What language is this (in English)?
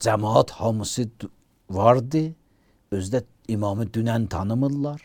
Azerbaijani